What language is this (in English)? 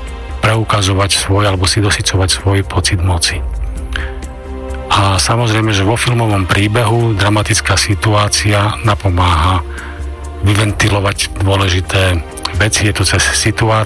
Slovak